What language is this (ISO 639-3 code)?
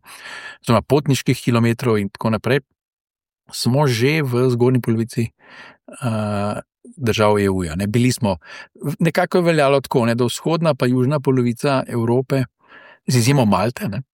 slv